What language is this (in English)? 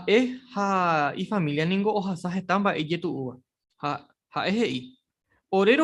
Guarani